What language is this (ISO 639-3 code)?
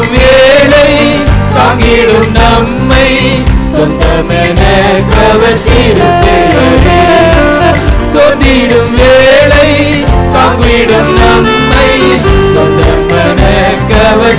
tam